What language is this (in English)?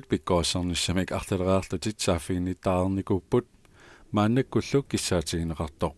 Kalaallisut